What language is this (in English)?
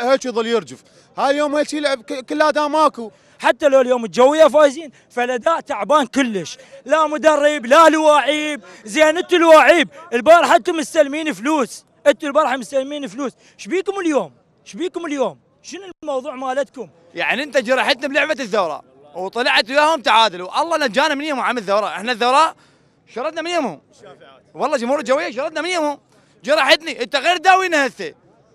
Mesopotamian Arabic